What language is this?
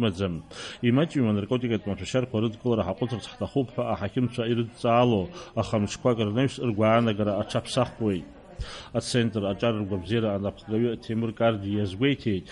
Abkhazian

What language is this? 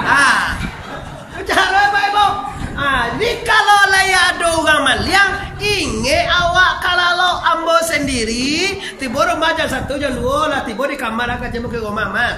Minangkabau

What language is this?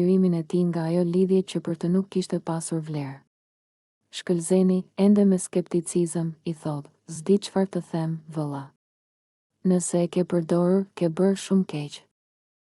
Albanian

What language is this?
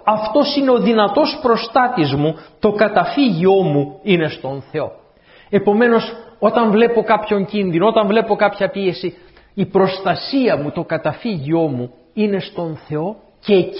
Greek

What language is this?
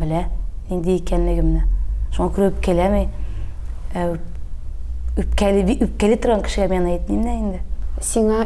Tatar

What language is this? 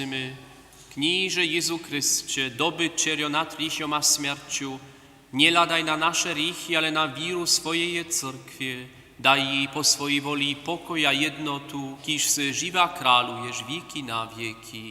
Upper Sorbian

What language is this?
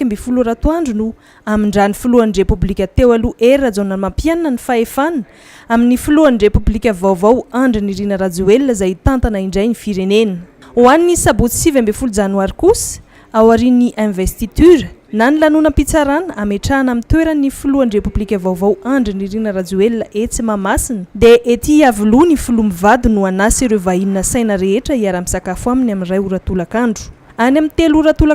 Malagasy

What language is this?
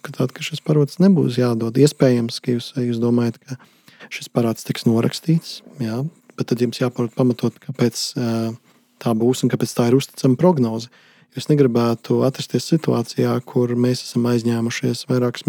Latvian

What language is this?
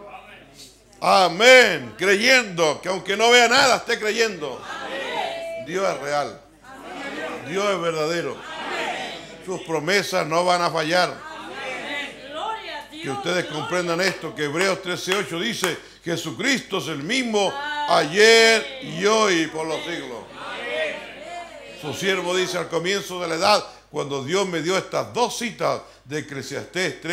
Spanish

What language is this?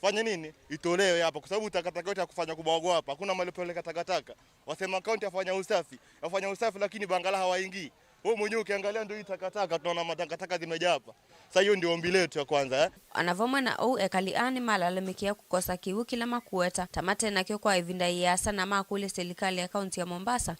Kamba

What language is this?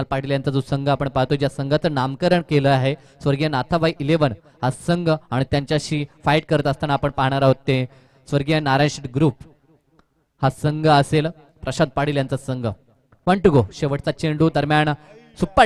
Marathi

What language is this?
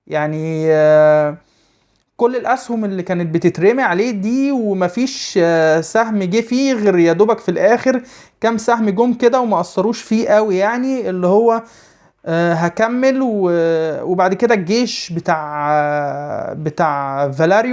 Egyptian Arabic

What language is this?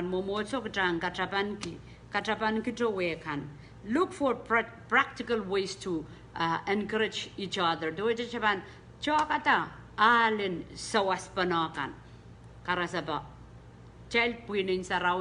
Pohnpeian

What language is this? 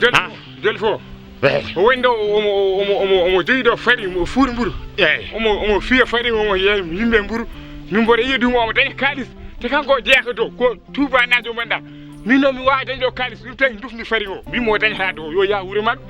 Fula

